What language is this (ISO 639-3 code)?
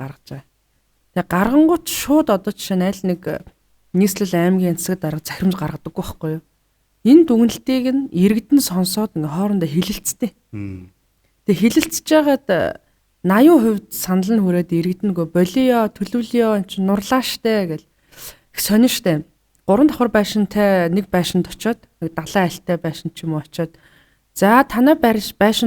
mon